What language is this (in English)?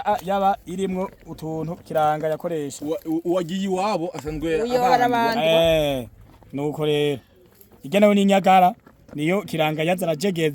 Rundi